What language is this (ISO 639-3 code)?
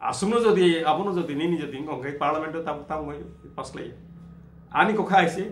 trp